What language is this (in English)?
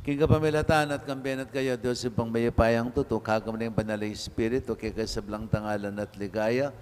Pampanga